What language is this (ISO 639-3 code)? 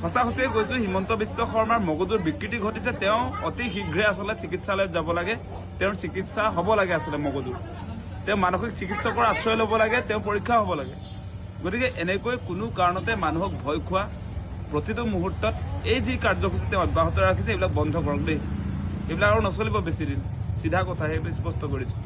asm